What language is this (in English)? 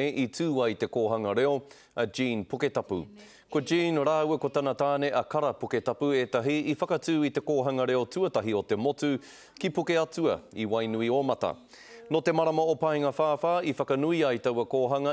Māori